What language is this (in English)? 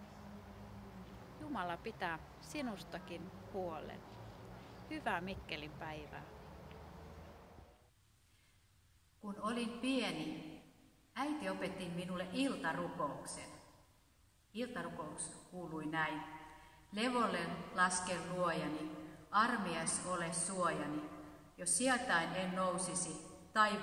Finnish